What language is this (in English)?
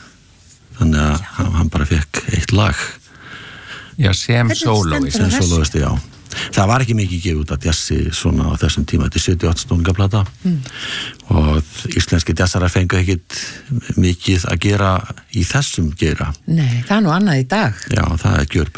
Icelandic